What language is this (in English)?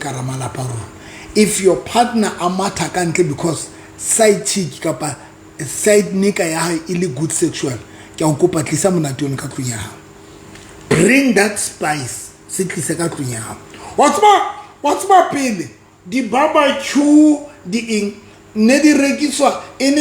Southern Sotho